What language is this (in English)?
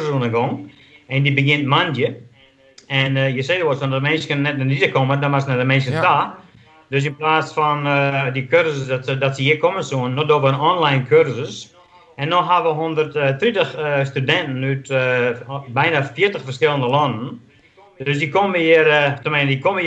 Western Frisian